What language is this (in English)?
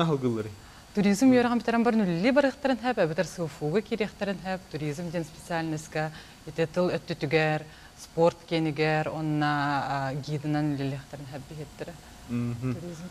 Yakut